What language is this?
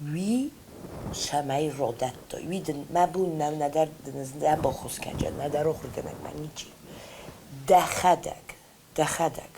Ossetic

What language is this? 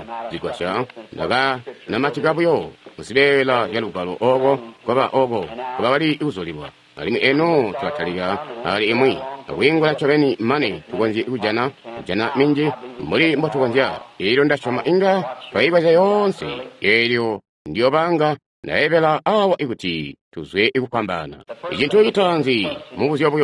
Tonga (Zambia)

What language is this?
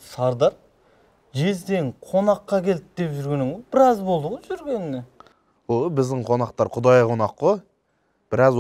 Kazakh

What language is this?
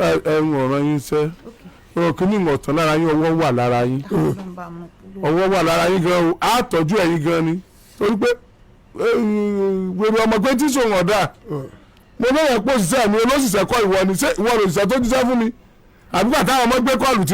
Yoruba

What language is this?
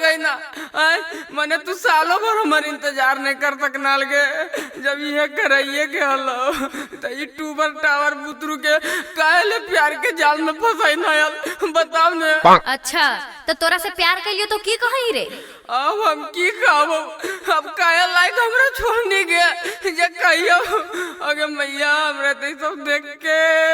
Magahi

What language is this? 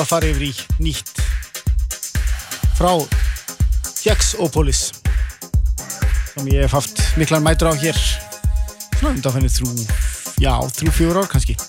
Icelandic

